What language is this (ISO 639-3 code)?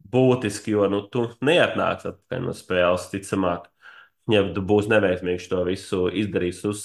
lav